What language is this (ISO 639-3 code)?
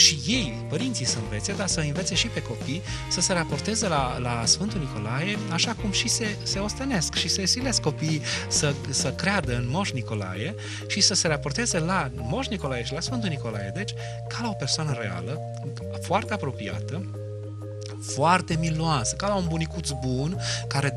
ron